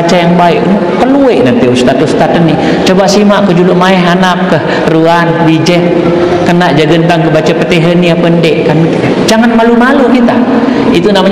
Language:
Sasak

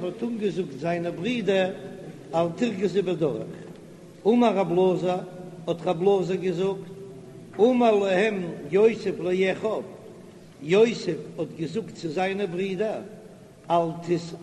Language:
Yiddish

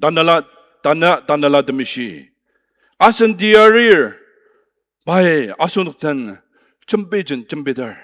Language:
Ao Naga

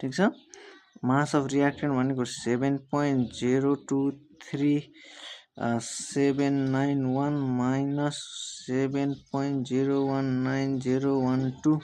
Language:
Nepali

